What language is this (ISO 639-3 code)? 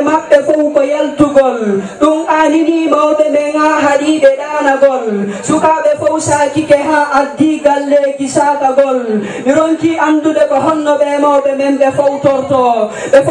ful